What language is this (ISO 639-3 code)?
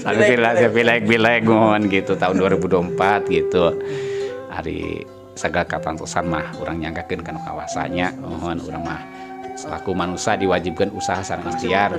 sun